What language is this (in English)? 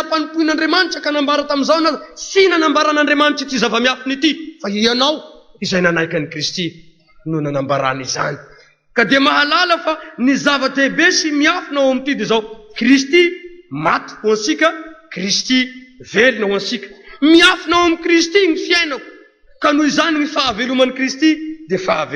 Malagasy